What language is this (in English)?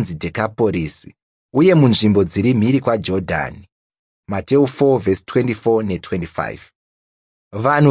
Shona